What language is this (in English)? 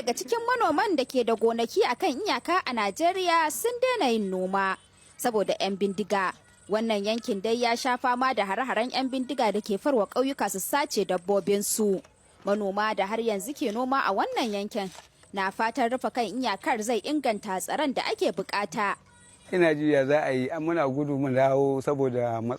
Hausa